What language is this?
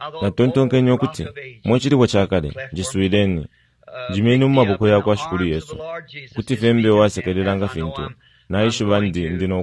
Bemba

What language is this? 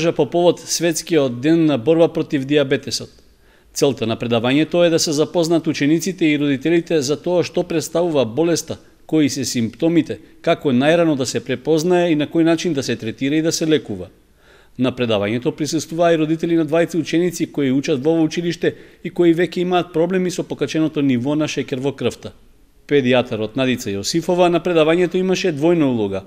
Macedonian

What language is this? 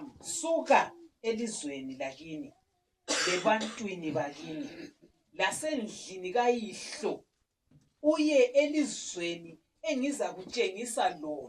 North Ndebele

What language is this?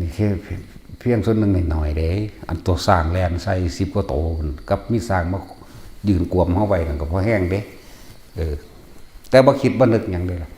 Northeastern Thai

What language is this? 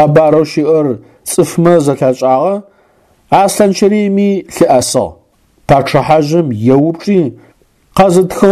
Adyghe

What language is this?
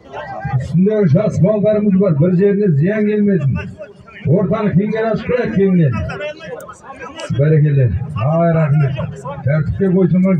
Kazakh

